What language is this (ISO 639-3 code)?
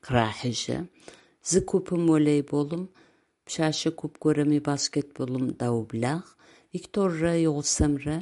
ady